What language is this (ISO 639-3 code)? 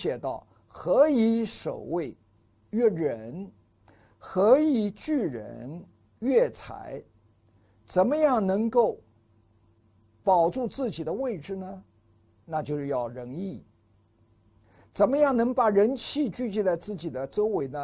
zho